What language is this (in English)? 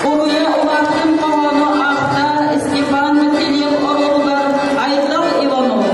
Yakut